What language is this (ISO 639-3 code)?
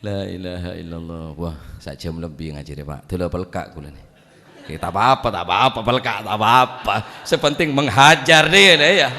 mad